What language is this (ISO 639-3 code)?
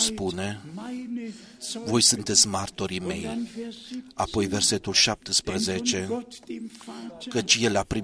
ron